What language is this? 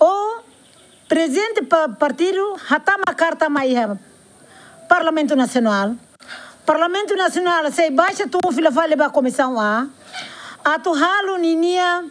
Tetum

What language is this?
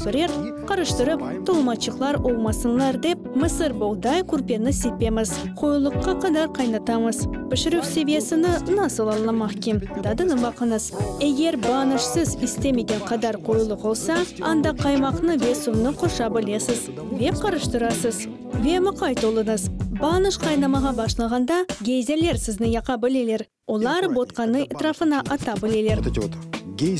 Crimean Tatar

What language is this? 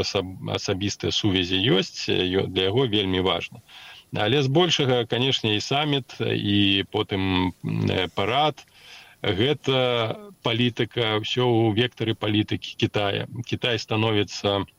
Belarusian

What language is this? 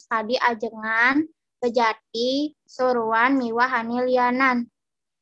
Balinese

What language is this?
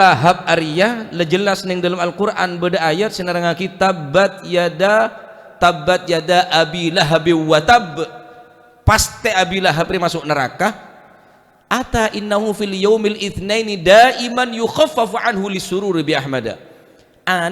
Madurese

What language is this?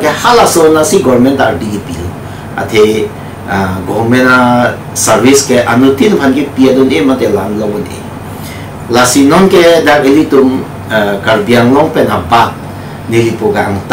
Karbi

